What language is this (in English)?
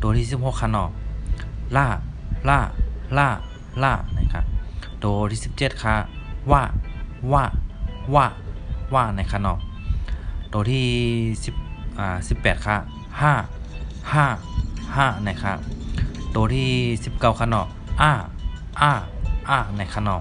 Shan